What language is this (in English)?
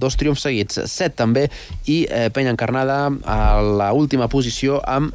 Catalan